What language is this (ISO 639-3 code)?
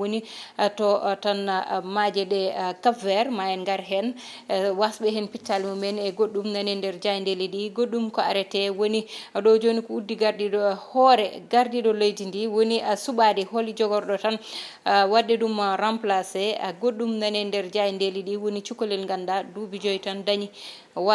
ful